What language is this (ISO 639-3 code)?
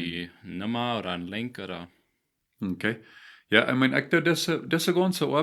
pdt